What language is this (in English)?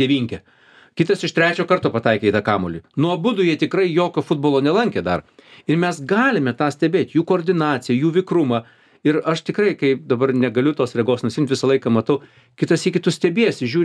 Lithuanian